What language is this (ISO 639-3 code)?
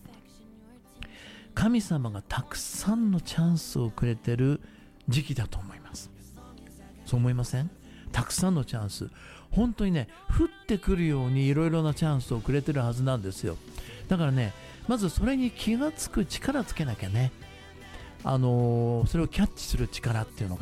jpn